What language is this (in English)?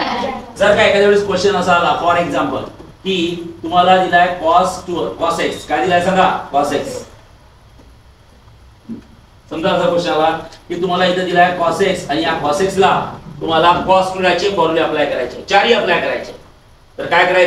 Marathi